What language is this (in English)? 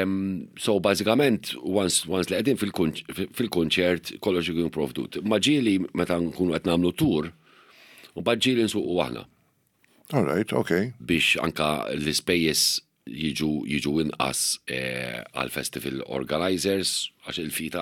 Maltese